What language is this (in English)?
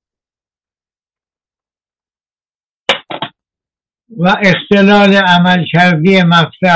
Persian